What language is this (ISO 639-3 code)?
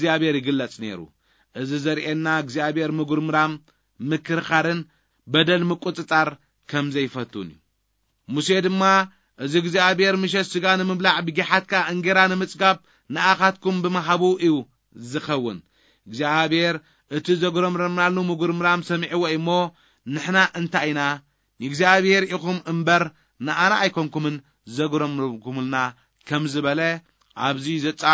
tir